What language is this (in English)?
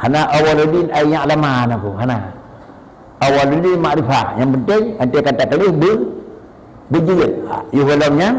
Achinese